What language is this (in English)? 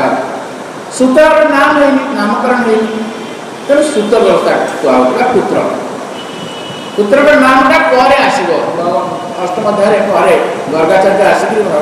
Odia